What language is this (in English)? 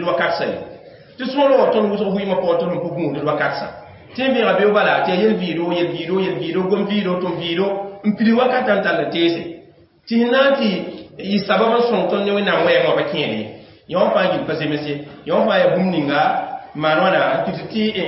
Mossi